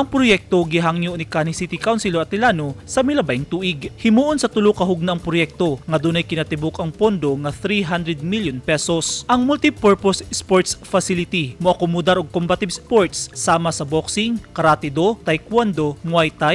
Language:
Cebuano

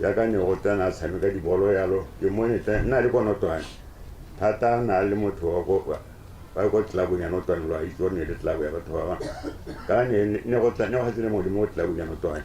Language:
Tswana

